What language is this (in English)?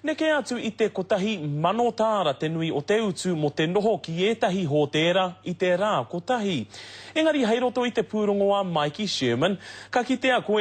Māori